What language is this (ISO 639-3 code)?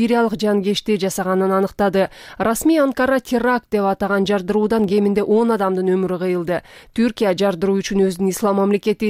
kir